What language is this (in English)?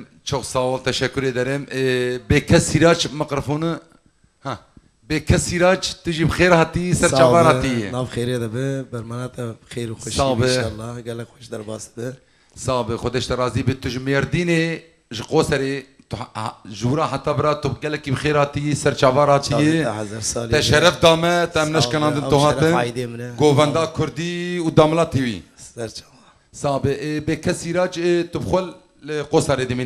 Kurdish